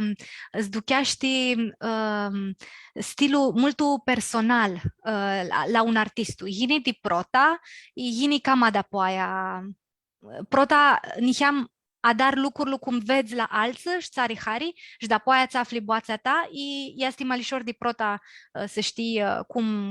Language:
Aromanian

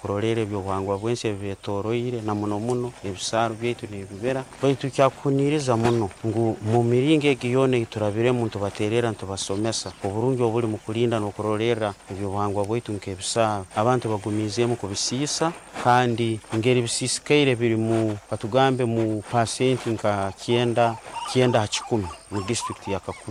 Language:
Nyoro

